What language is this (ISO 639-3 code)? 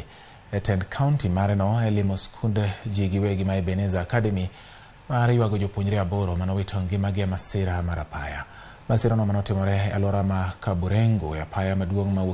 luo